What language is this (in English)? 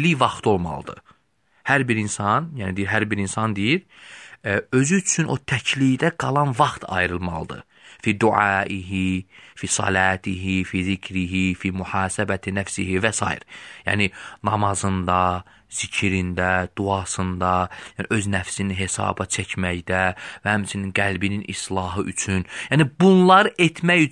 Azerbaijani